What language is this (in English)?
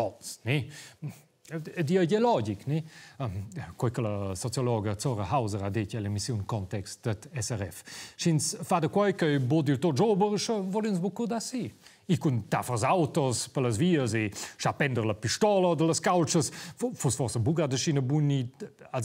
Romansh